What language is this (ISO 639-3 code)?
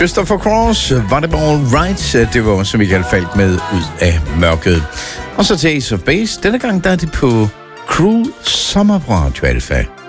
dan